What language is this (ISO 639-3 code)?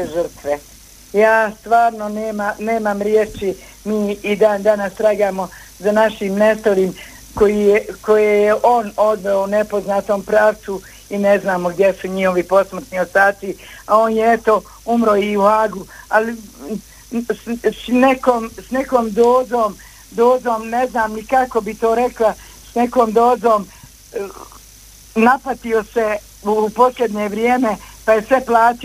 bos